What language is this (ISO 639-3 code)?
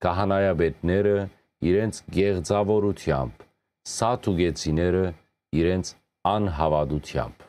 hyw